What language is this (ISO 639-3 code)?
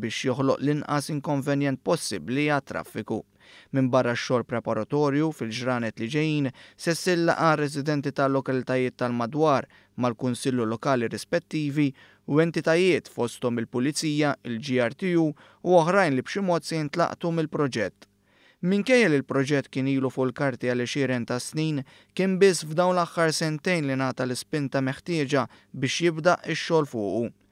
mlt